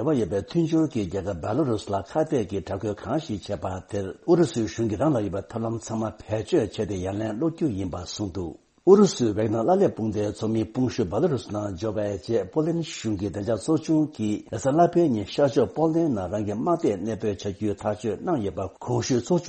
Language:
Tibetan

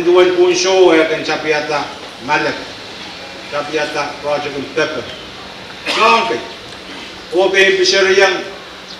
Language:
Pohnpeian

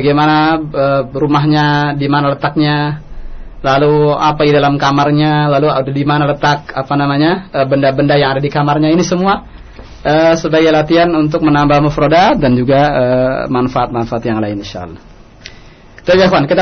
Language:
Indonesian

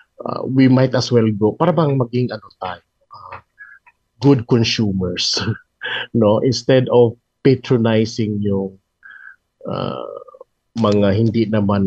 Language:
Filipino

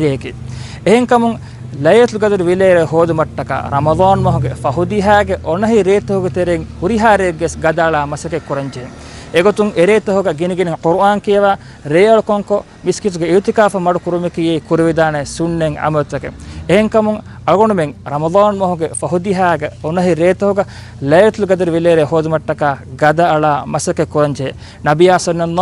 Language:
Divehi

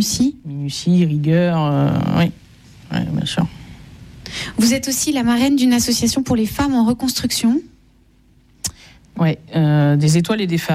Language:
French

